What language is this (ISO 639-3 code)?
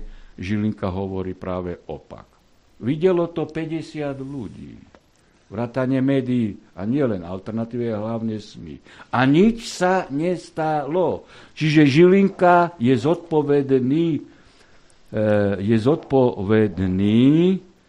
slk